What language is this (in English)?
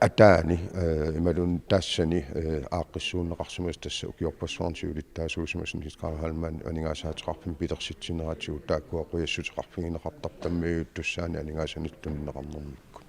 Kalaallisut